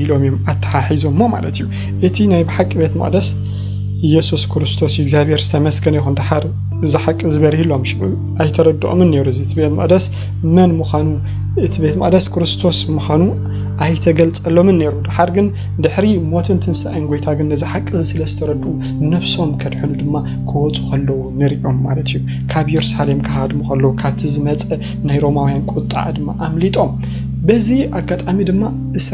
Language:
Tigrinya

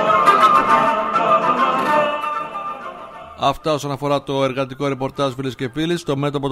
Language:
Greek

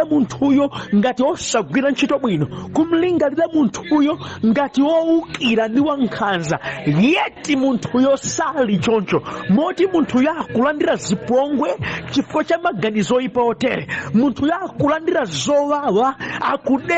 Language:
Nyanja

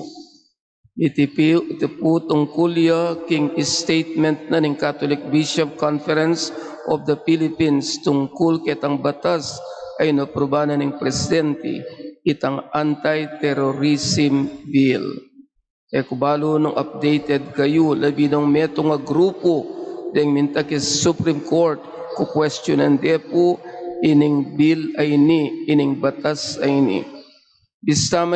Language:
Pampanga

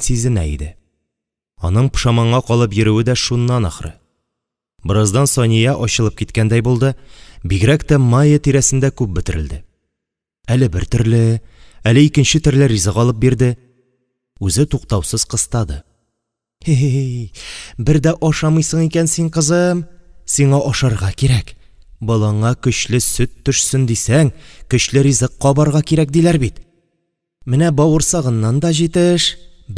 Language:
Tatar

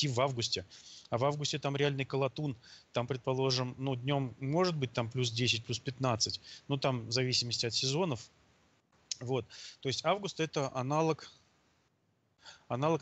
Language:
Russian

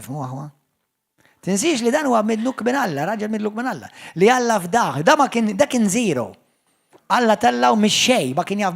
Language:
Maltese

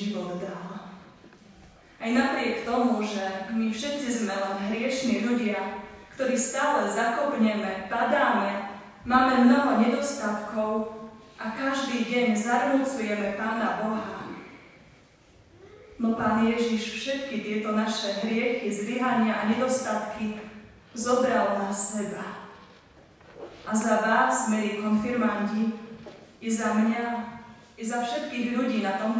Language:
Slovak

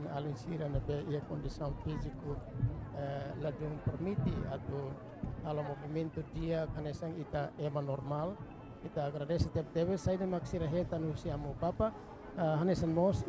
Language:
Tetum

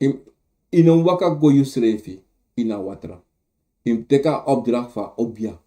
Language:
Sranan Tongo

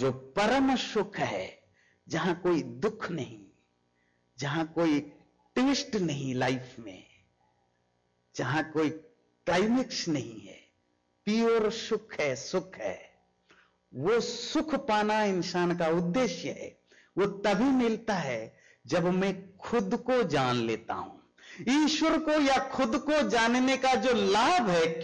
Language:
Hindi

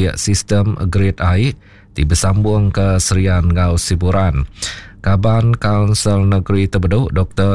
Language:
Iban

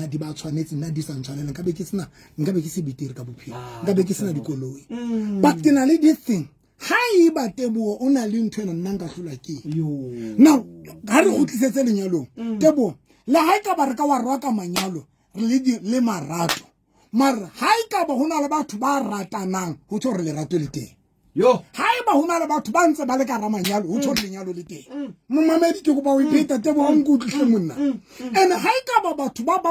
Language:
Southern Sotho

